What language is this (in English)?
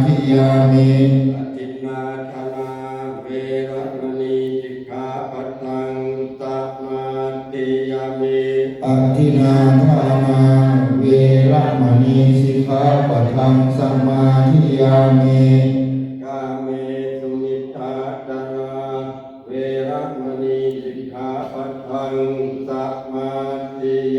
Pali